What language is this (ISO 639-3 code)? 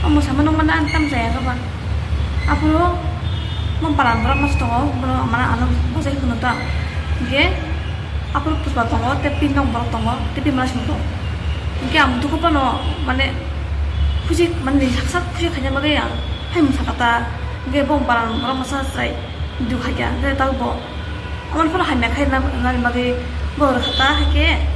trp